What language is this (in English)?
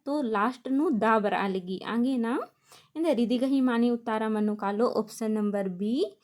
Kurukh